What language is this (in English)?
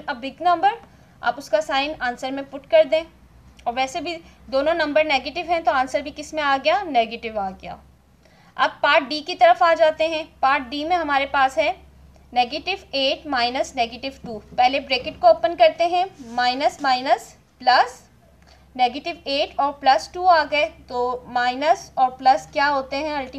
Hindi